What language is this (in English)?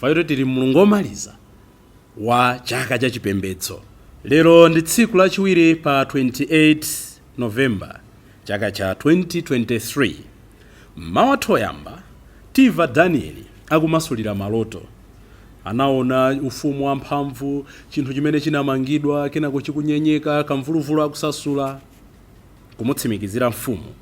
Nyanja